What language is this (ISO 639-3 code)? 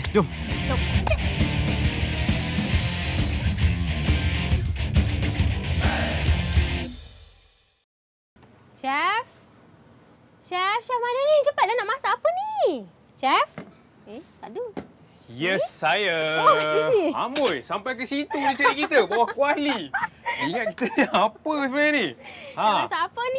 msa